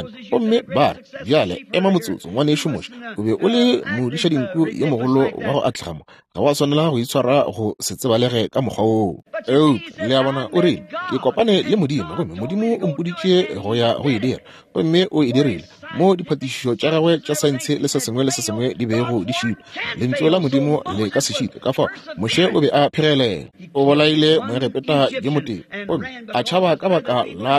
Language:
Northern Sotho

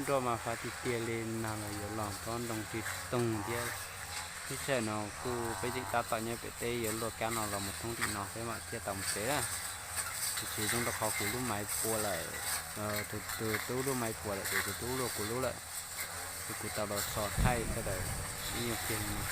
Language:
Hmong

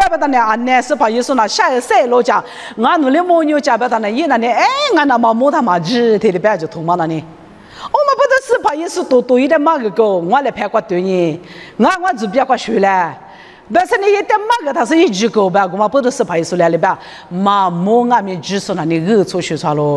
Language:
Lisu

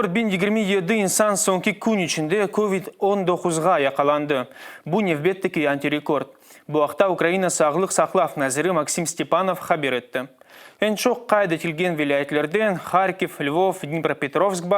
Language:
Crimean Tatar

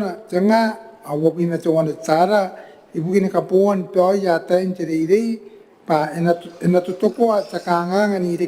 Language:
Gilbertese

